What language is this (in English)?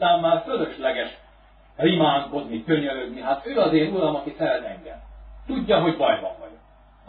Hungarian